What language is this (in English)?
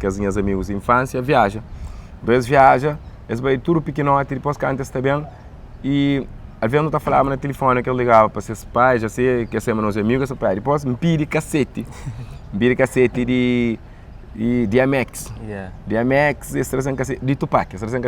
Kabuverdianu